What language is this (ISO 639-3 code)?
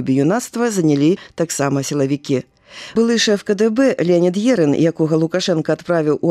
bel